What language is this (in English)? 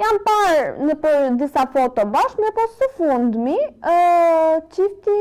Albanian